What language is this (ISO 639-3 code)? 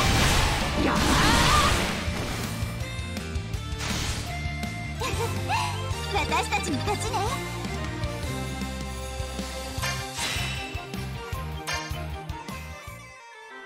jpn